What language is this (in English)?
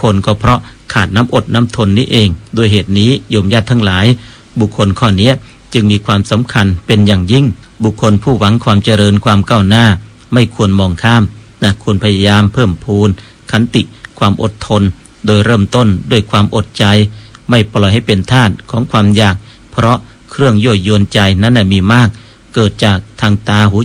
Thai